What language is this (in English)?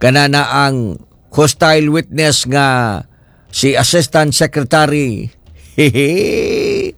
Cebuano